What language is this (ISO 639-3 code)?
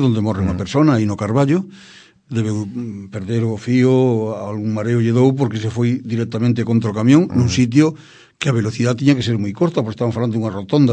glg